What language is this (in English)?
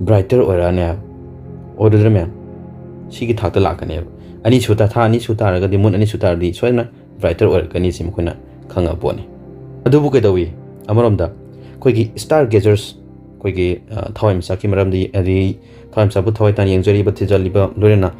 Manipuri